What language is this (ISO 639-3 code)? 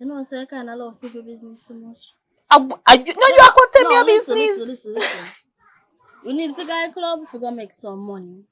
jam